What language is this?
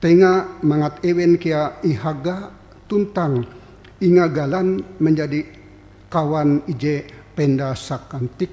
Ngaju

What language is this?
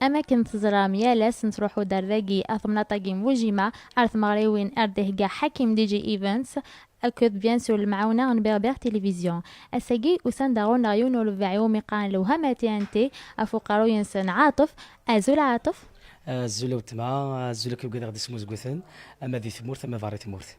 Kabyle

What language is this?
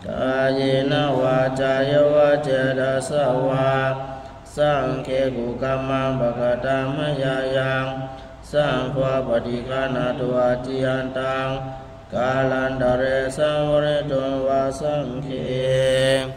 Pali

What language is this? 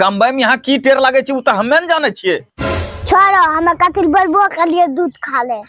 Angika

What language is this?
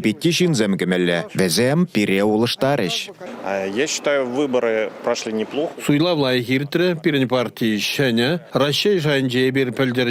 Chuvash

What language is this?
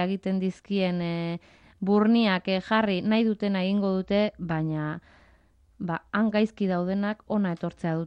Basque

